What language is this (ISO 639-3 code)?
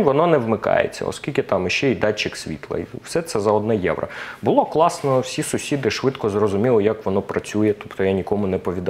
ukr